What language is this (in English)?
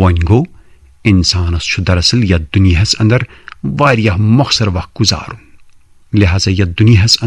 Kashmiri